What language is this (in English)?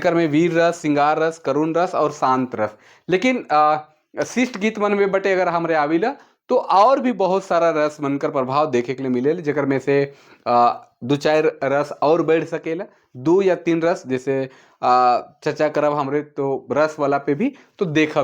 Sadri